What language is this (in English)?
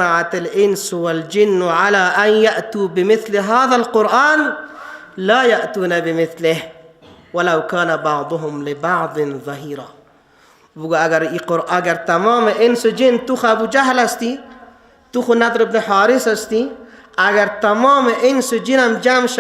Persian